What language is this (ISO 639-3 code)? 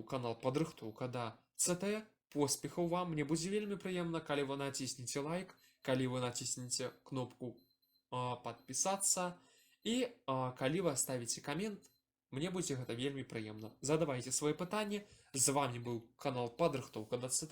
bel